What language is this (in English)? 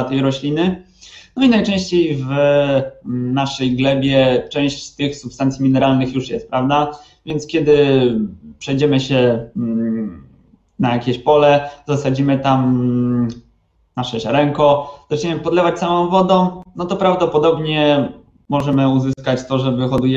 Polish